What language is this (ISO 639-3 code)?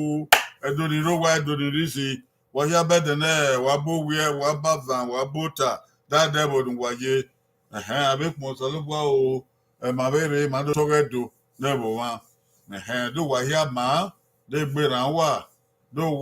bin